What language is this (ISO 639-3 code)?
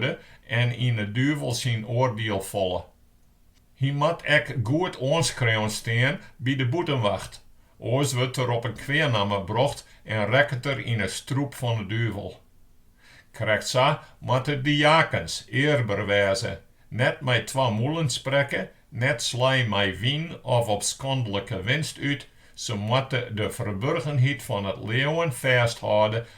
fry